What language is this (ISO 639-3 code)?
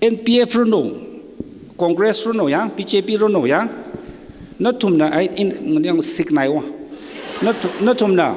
nmf